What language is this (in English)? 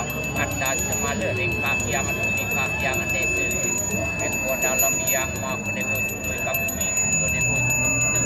Balinese